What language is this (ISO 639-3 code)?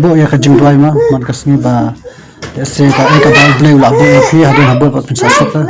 kha